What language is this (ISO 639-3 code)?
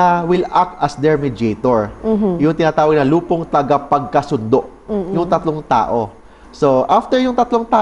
fil